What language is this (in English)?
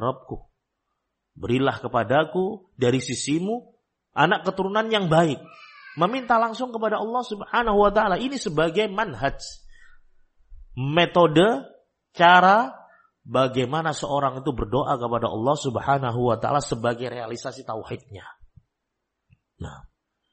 Indonesian